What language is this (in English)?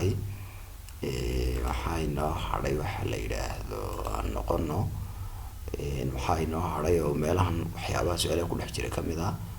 Somali